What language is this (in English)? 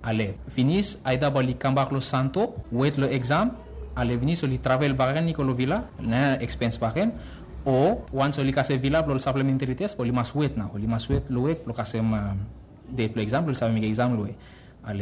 Bislama